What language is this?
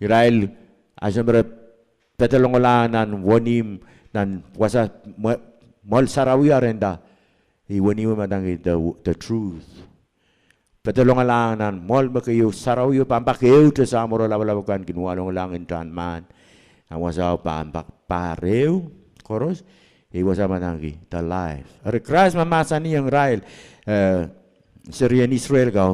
Pohnpeian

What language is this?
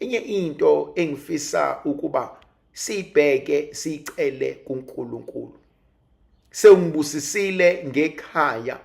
Zulu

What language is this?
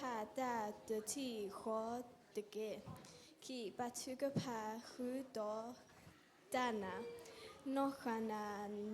S'gaw Karen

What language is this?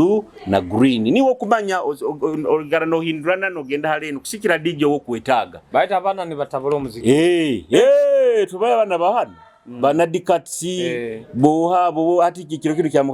Nyoro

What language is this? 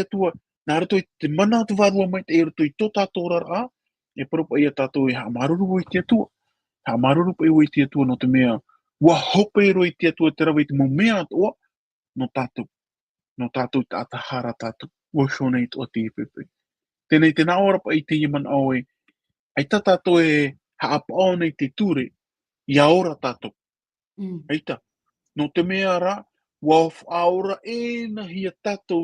Tahitian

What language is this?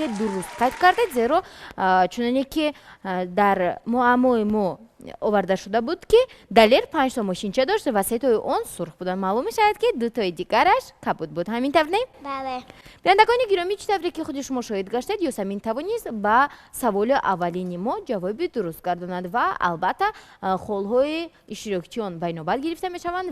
Tajik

